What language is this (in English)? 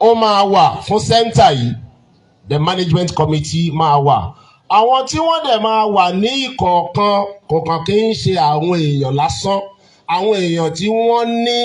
Yoruba